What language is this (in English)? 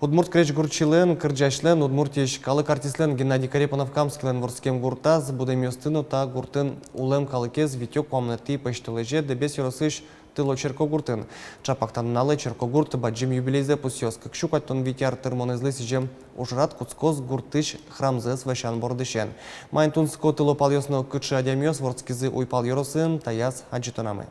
Udmurt